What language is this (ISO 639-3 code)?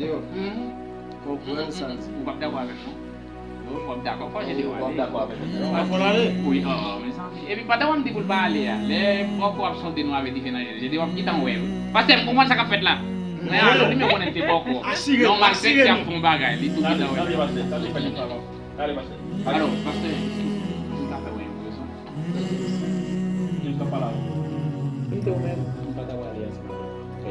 hat